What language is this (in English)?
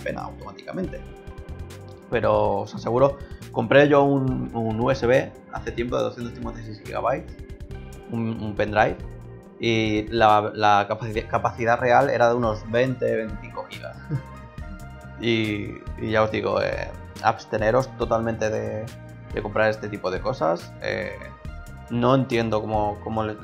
Spanish